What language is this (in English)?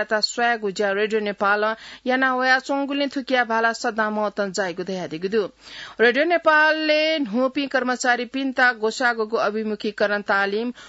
Newari